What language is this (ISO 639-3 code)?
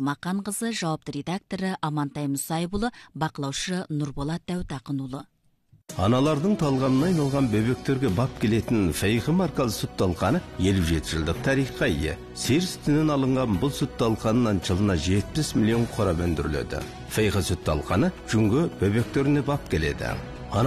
kaz